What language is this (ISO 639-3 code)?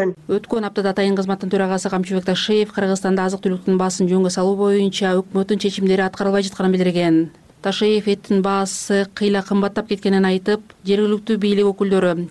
kir